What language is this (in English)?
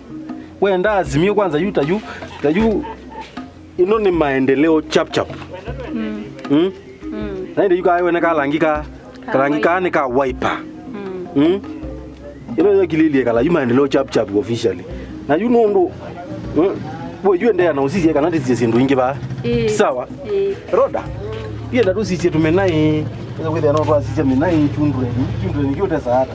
Kamba